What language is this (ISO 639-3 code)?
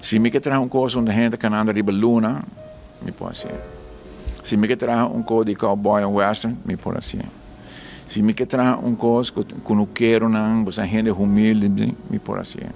pap